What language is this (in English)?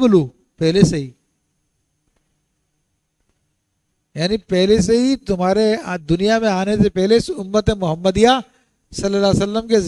Urdu